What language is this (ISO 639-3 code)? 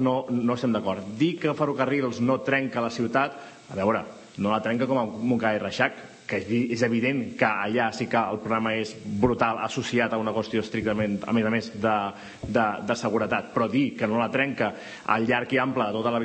cat